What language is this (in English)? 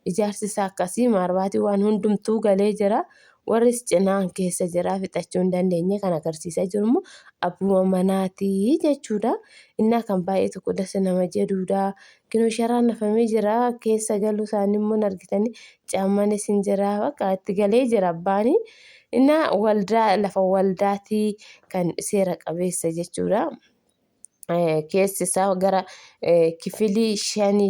Oromo